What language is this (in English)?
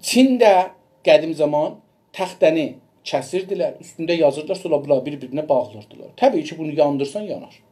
South Azerbaijani